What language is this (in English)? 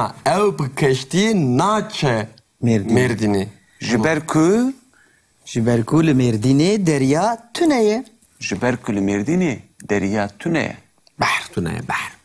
Kurdish